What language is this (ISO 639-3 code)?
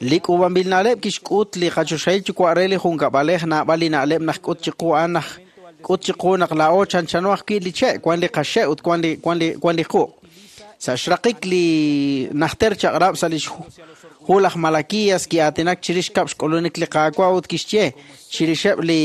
kek